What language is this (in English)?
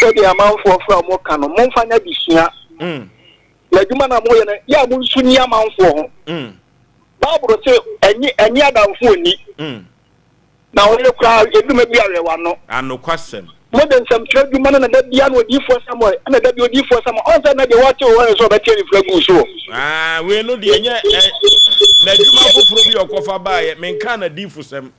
Akan